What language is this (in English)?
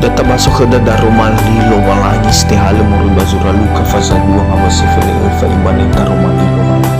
Nias